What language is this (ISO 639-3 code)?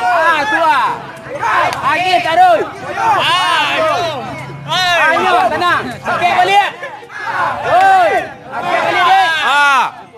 min